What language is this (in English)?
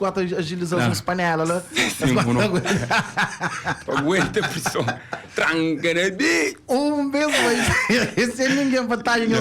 Kabuverdianu